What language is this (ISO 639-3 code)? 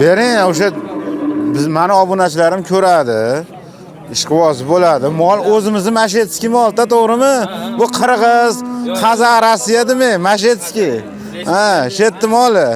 uzb